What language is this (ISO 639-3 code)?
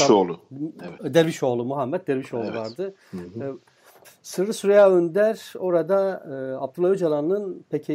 tur